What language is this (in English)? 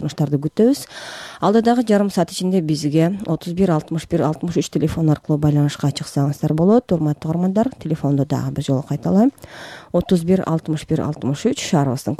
Kyrgyz